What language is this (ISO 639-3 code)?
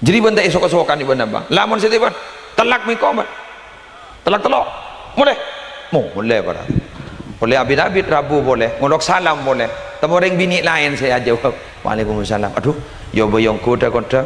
mad